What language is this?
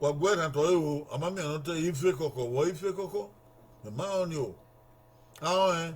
Bini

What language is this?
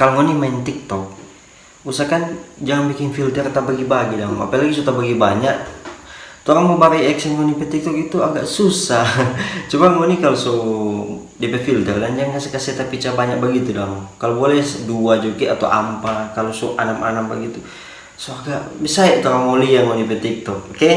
Manado Malay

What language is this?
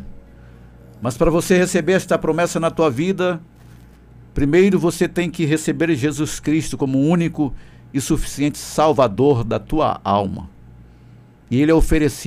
Portuguese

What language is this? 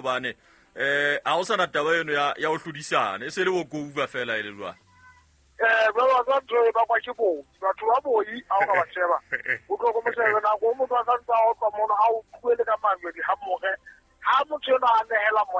Southern Sotho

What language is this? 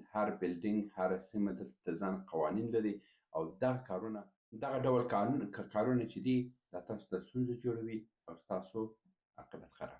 Pashto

